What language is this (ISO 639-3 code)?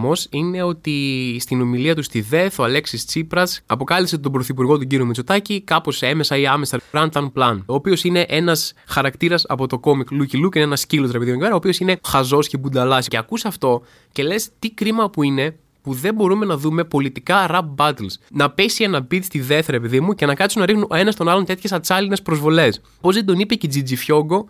ell